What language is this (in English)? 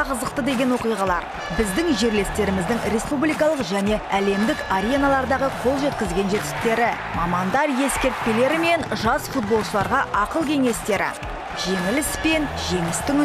Kazakh